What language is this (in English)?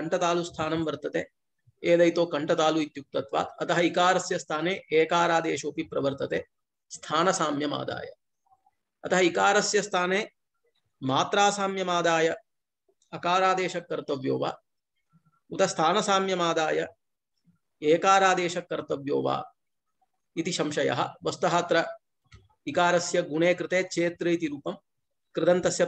Sanskrit